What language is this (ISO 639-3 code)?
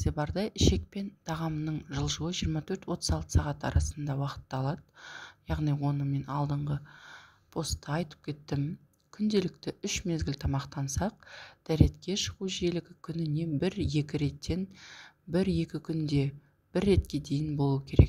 kaz